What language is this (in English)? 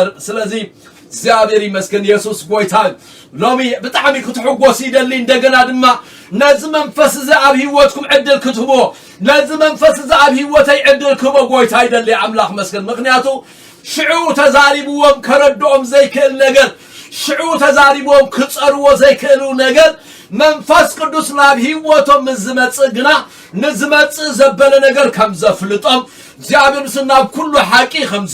Tigrinya